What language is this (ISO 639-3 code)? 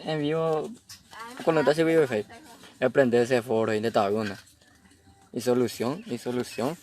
grn